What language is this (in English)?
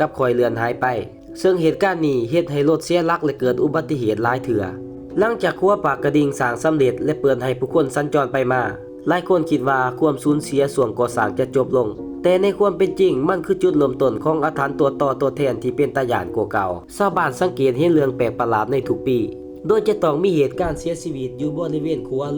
Lao